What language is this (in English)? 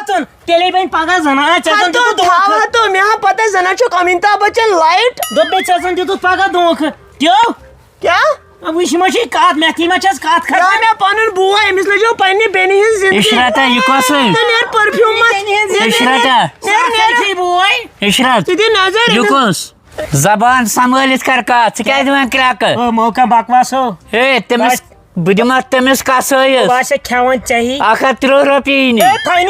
Kashmiri